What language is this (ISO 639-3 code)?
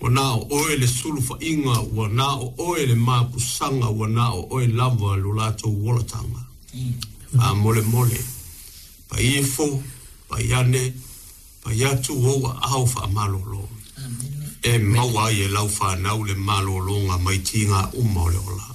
smo